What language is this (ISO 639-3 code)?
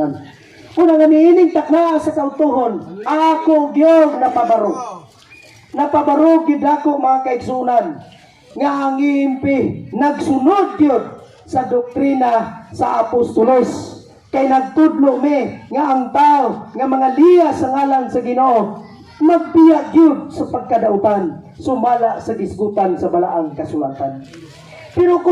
ceb